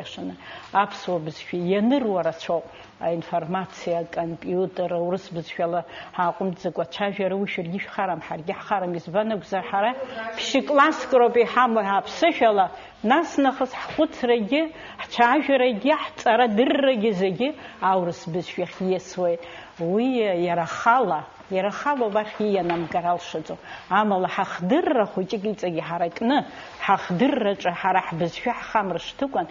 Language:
Abkhazian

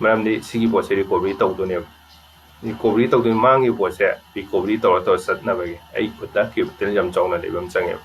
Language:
Manipuri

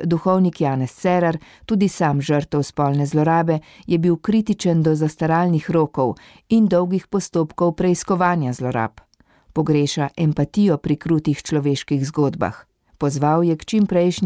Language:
Slovenian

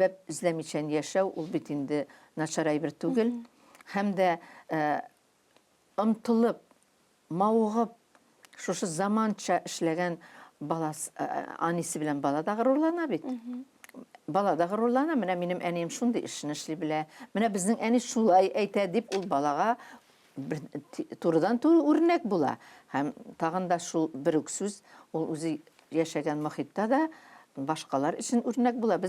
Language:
Tatar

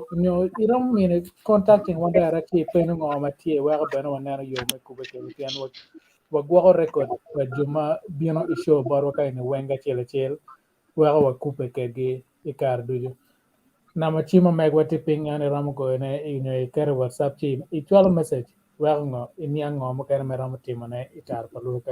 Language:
Acoli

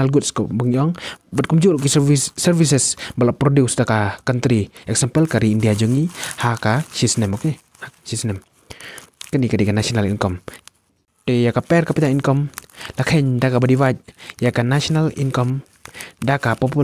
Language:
Khasi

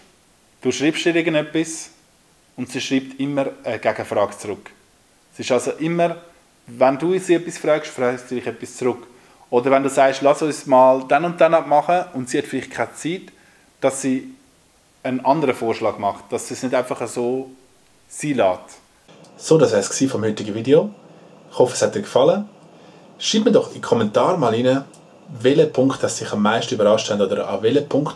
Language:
Swiss German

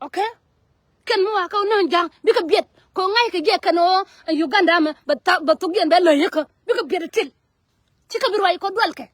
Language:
Nuer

